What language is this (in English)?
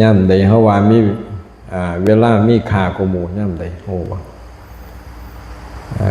Lao